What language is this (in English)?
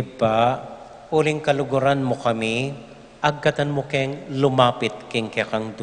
Pampanga